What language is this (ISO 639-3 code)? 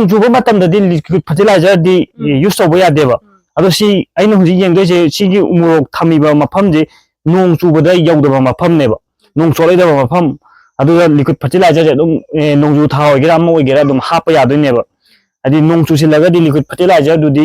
mni